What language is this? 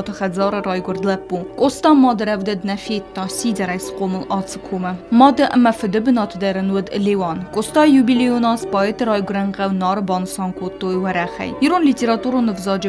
Ossetic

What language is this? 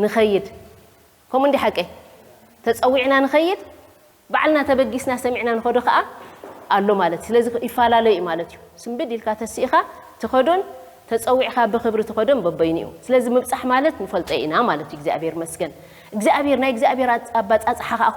Tigrinya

